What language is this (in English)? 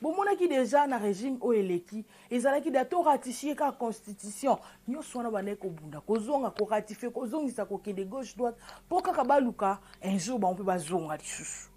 Lingala